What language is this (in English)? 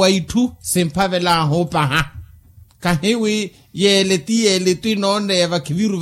Makhuwa